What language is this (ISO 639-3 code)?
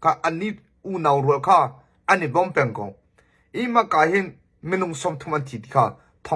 cnh